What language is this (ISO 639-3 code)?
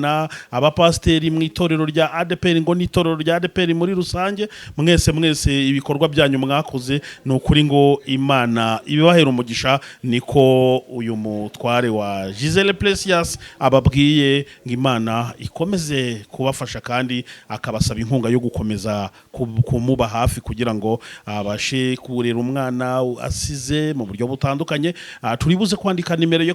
kin